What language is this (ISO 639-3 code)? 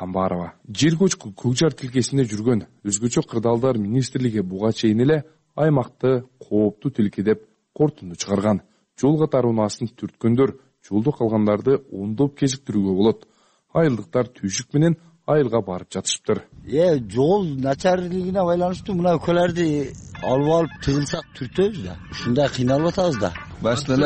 kir